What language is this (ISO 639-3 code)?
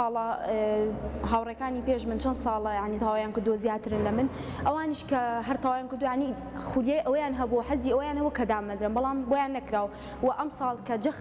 ckb